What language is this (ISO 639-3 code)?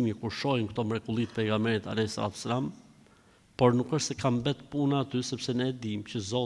sqi